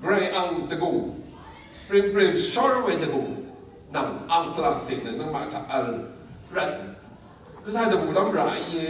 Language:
Rawang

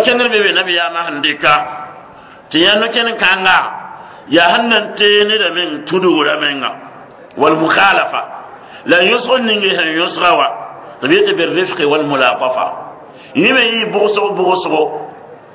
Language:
Mossi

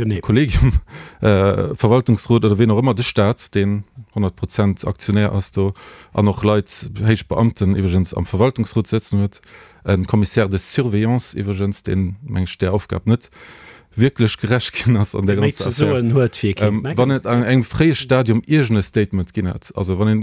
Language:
Luxembourgish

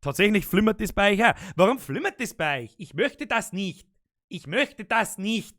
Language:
Bavarian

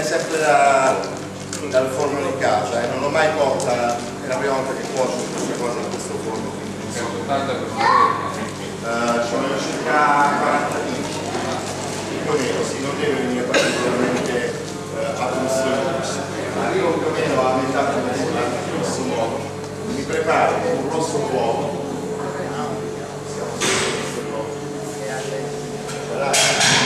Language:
Italian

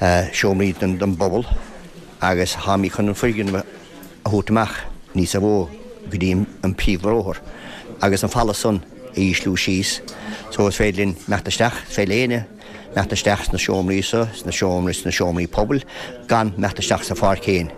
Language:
Irish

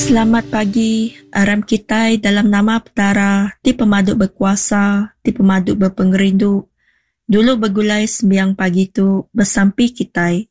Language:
Iban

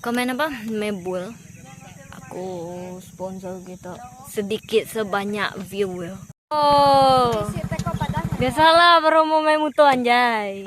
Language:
Iban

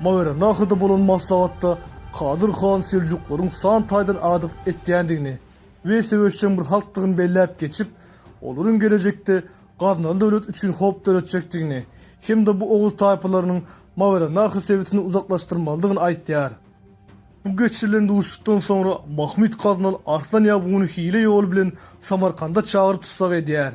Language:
Turkmen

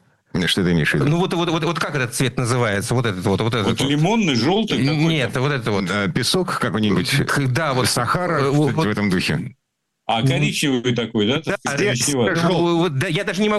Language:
Russian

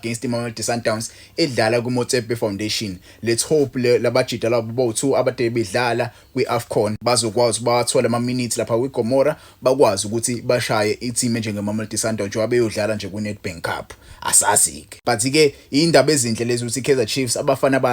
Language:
Zulu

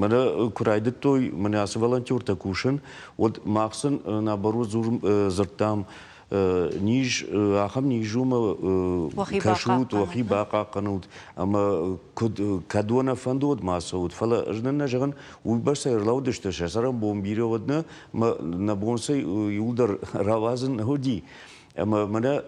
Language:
Ossetic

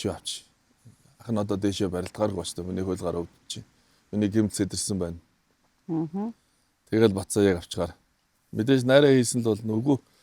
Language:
Mongolian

